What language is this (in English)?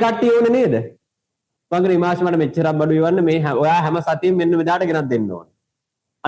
Sinhala